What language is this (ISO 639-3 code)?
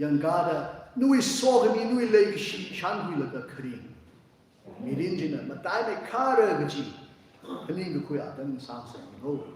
nmf